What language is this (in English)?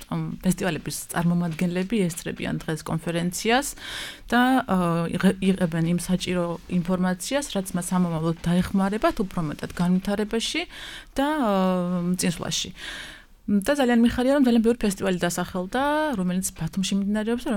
Georgian